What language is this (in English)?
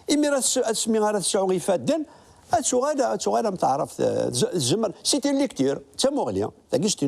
Kabyle